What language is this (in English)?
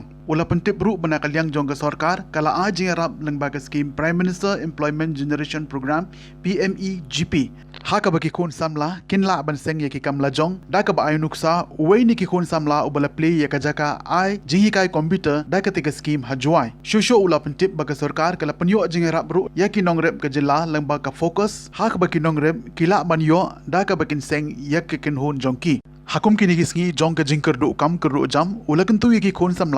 Khasi